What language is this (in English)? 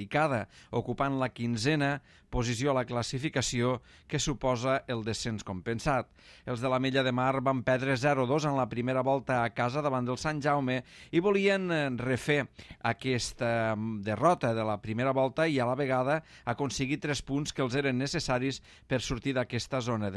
Catalan